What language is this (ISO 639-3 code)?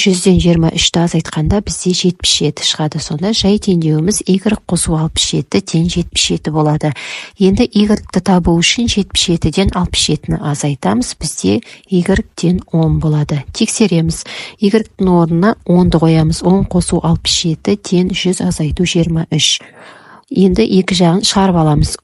kaz